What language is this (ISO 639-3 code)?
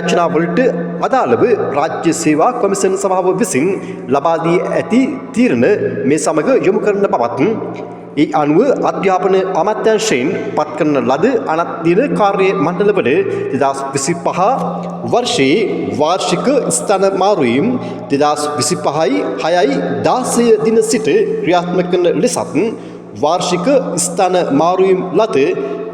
sin